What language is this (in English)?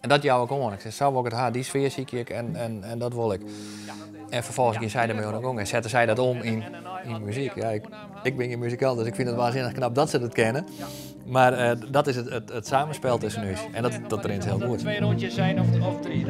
Western Frisian